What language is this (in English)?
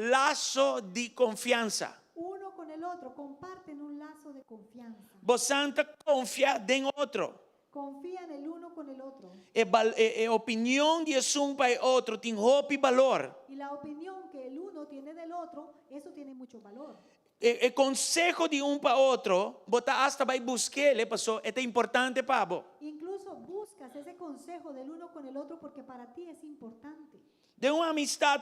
Papiamento